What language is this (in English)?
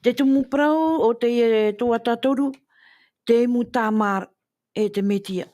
Tahitian